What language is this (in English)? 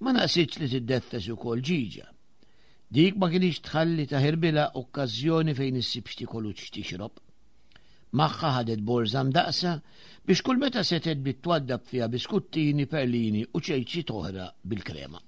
Maltese